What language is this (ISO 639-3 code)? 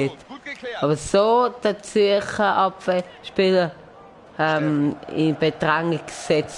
gsw